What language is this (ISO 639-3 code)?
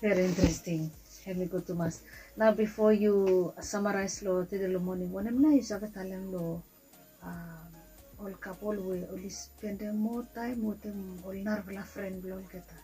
bis